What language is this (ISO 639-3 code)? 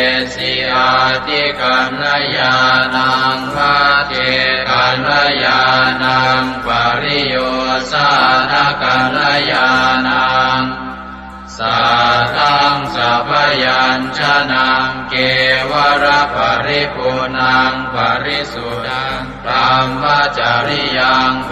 pli